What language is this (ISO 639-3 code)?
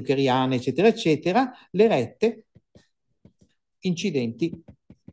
ita